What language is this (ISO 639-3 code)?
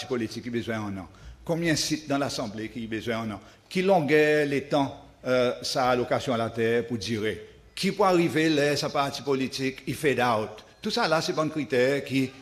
crs